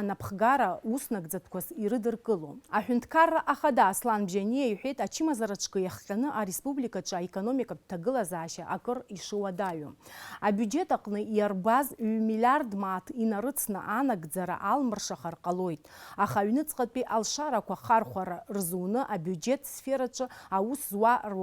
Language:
Abkhazian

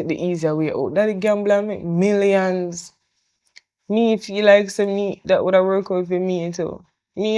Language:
Jamaican Creole English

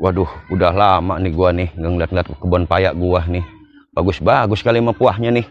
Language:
Betawi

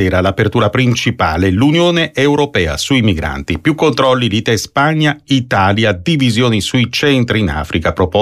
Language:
Italian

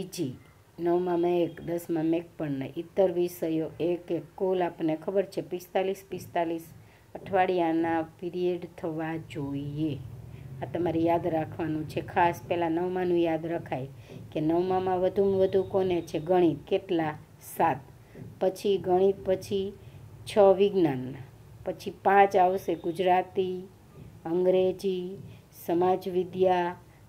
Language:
Gujarati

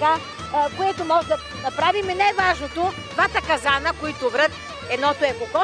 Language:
Bulgarian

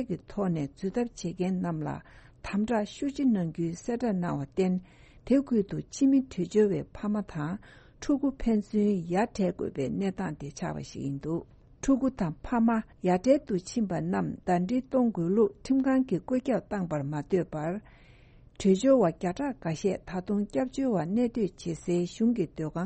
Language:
Tibetan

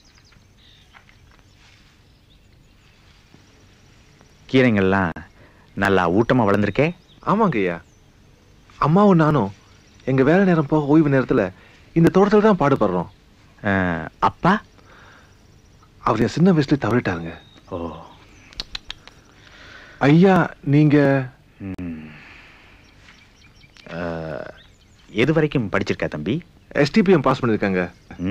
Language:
Tamil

